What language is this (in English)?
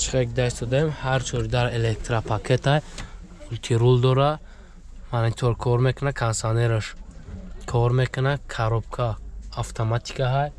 Tajik